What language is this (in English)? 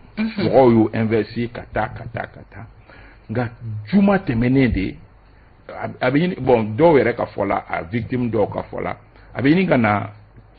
Bambara